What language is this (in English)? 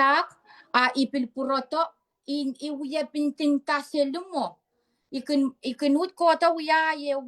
Pohnpeian